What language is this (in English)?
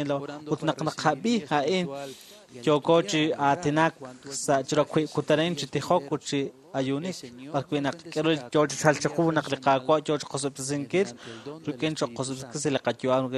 Kekchí